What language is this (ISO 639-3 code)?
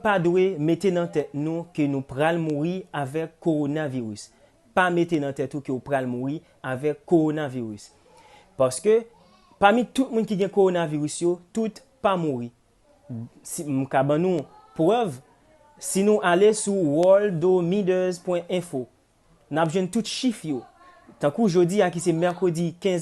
hat